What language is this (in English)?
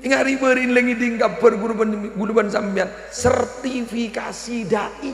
Madurese